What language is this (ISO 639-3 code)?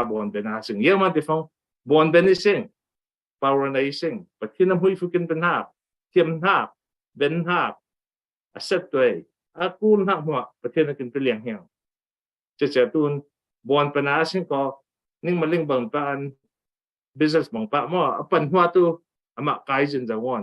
cfm